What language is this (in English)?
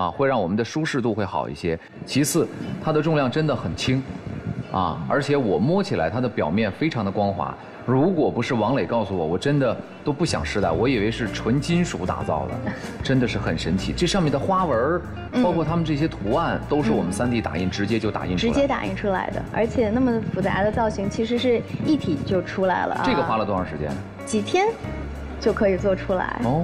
Chinese